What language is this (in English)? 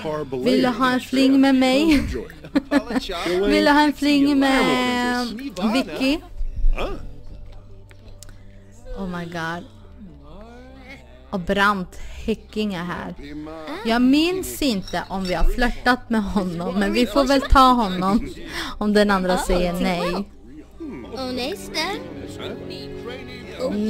Swedish